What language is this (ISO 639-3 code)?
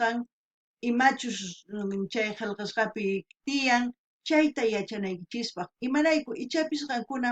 quh